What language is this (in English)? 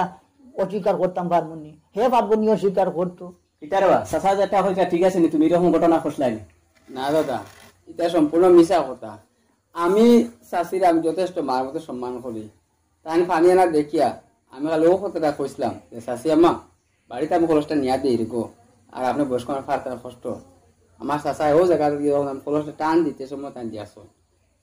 Sylheti